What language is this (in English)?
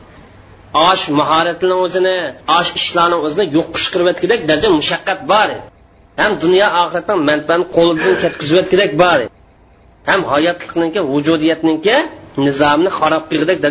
Uyghur